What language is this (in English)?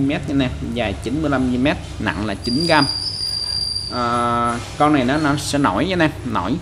Vietnamese